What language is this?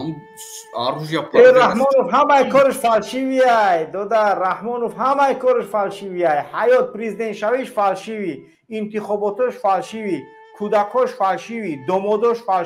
Tajik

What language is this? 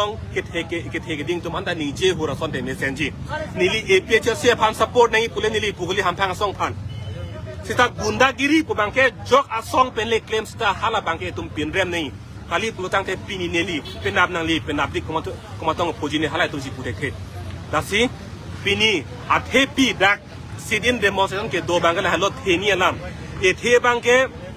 Karbi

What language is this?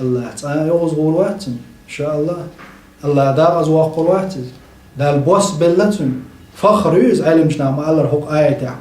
Chechen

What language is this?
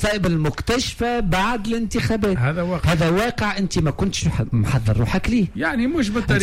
Tunisian Arabic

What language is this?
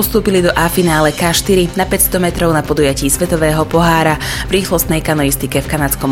Slovak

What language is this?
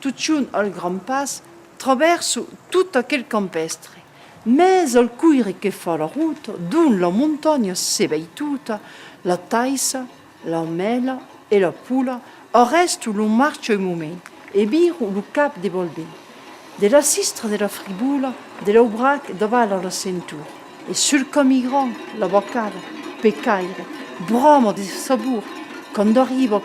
Occitan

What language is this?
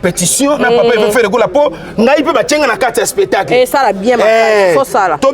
Lingala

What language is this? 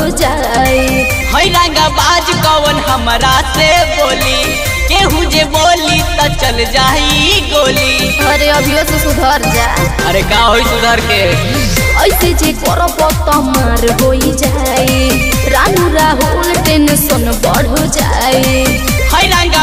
Bhojpuri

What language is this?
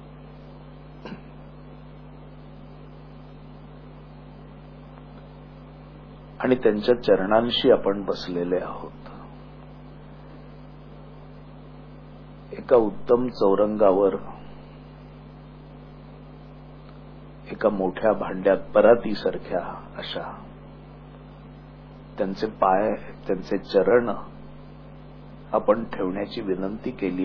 Marathi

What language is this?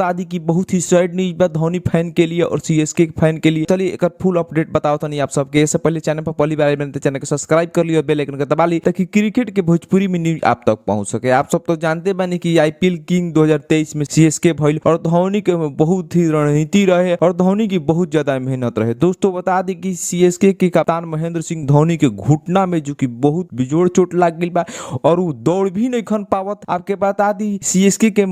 Bhojpuri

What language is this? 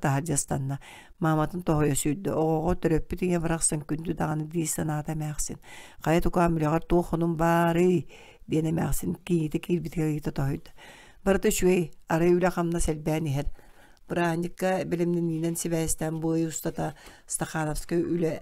Yakut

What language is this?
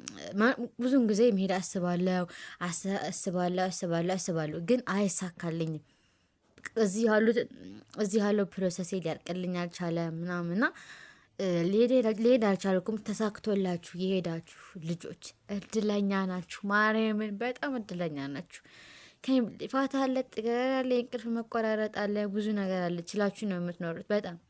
Amharic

